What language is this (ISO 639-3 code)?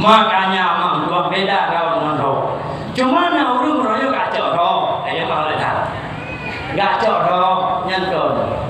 ace